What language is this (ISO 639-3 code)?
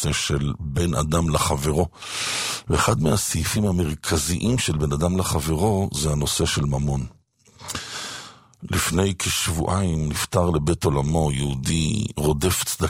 heb